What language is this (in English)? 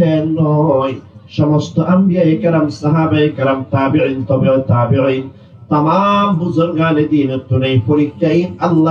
Rohingya